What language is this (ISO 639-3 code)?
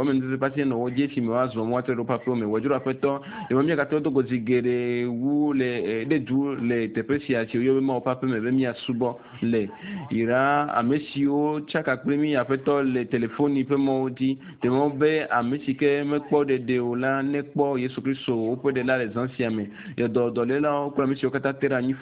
ewe